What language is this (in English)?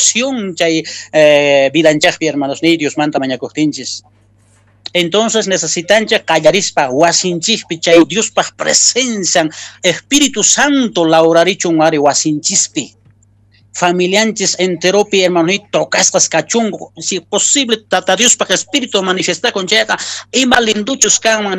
Quechua